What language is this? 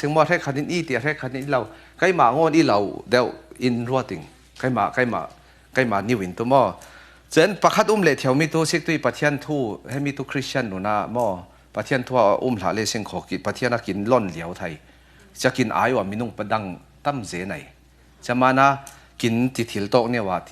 Falam Chin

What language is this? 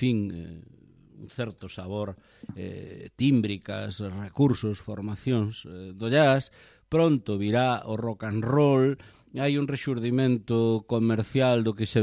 Galician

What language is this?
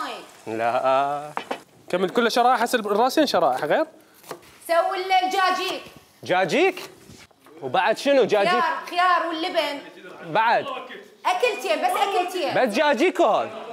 Mesopotamian Arabic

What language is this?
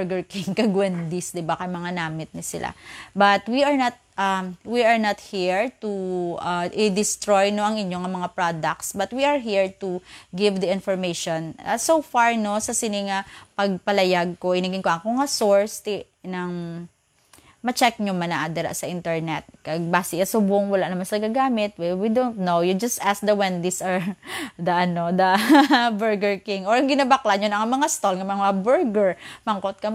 Hiligaynon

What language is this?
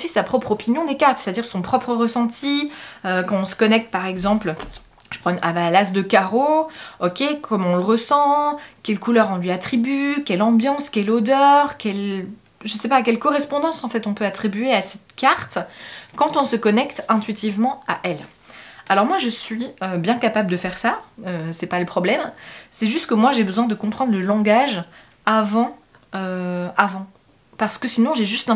French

